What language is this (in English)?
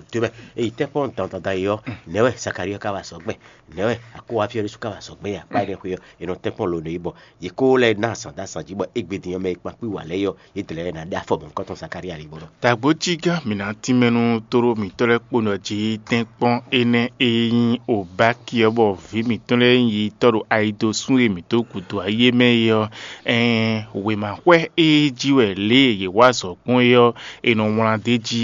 Fon